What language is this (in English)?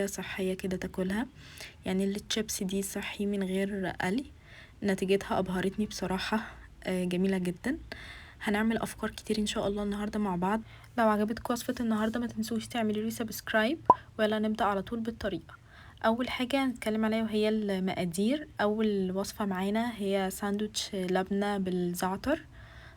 Egyptian Arabic